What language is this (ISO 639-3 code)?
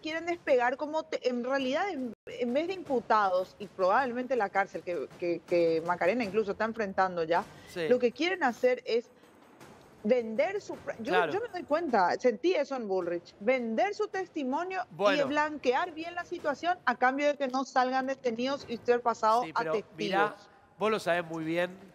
spa